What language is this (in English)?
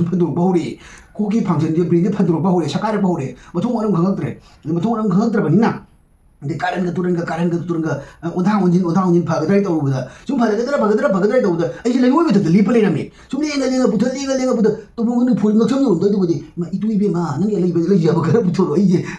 Manipuri